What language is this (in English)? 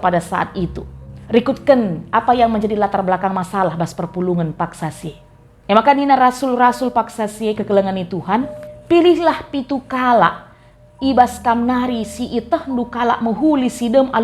Batak Karo